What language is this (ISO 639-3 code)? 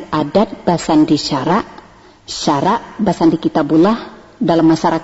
min